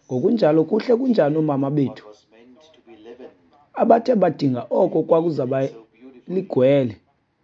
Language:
Xhosa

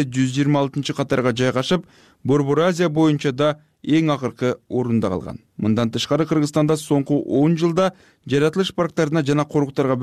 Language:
Kyrgyz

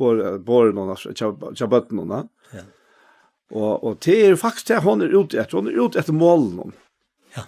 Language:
Faroese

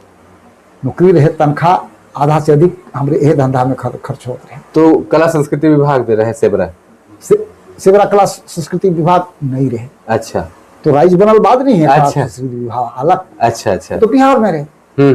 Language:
Sadri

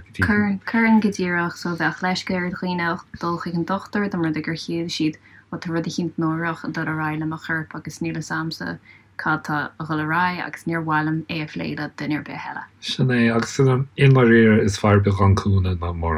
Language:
Irish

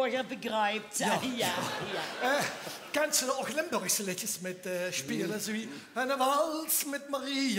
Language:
Limburgish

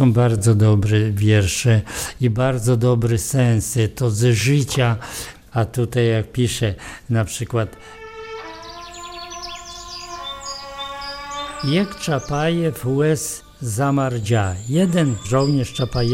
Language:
Polish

